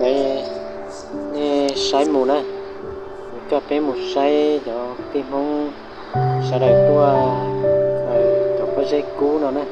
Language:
Hmong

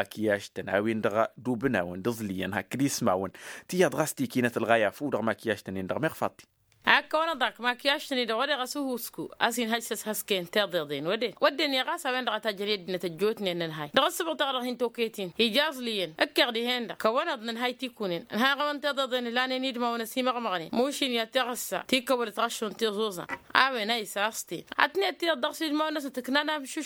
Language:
Tamasheq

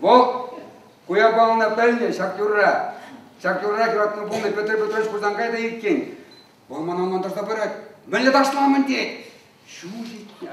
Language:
Chuvash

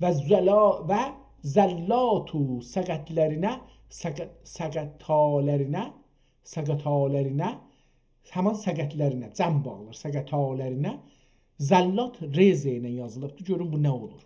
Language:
South Azerbaijani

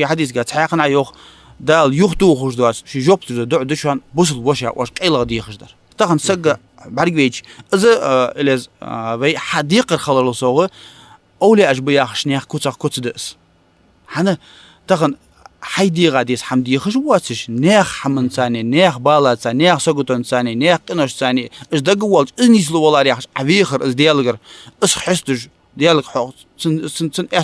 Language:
Ingush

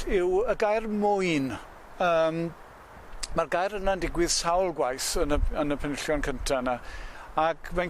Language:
Welsh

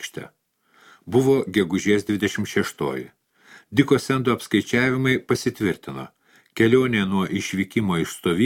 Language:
Lithuanian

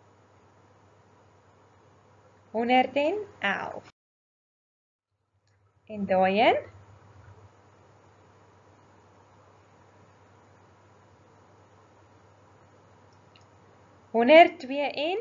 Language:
Afrikaans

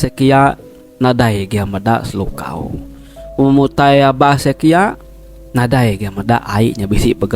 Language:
Iban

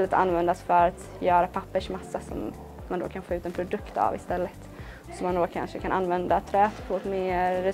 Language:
Swedish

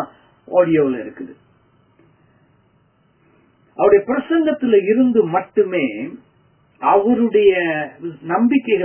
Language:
Tamil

